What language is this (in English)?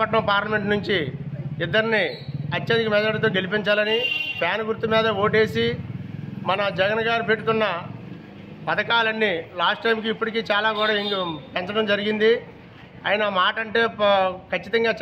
Telugu